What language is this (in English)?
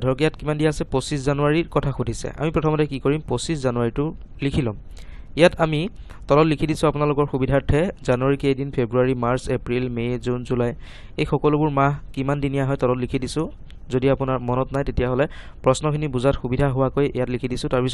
Assamese